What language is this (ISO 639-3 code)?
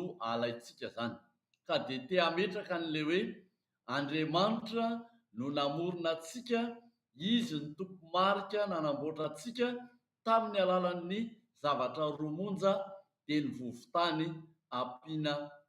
mlg